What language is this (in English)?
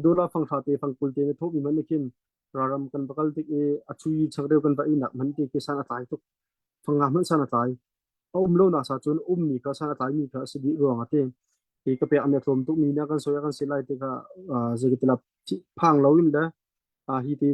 Hakha Chin